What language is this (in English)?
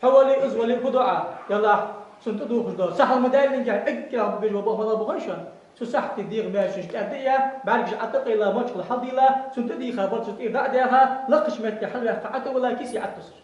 Ingush